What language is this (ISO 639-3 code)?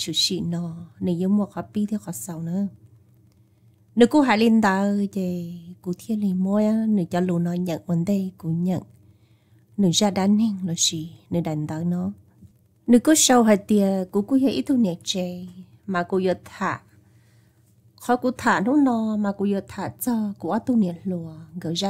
vie